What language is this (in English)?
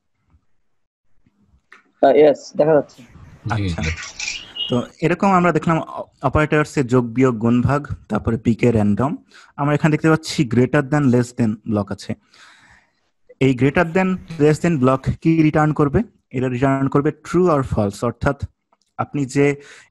Bangla